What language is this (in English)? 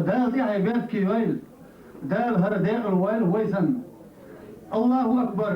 Chechen